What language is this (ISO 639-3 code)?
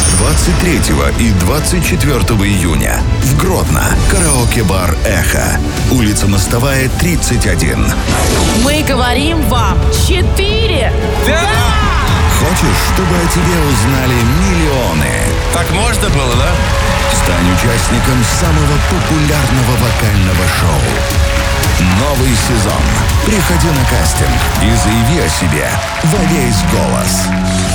rus